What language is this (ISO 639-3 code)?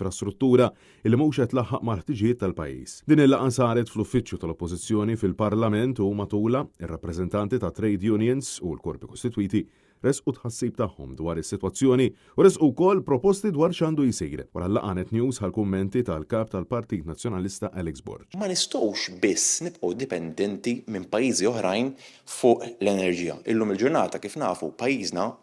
mlt